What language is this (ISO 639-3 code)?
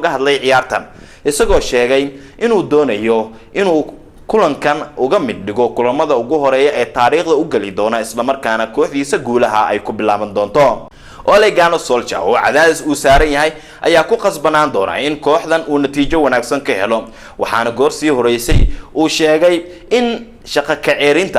som